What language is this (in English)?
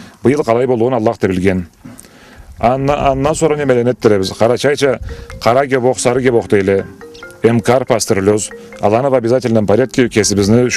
Karachay-Balkar